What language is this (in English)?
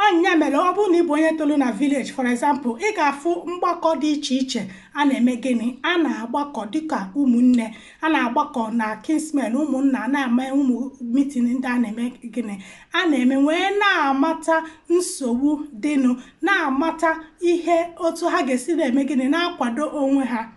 Igbo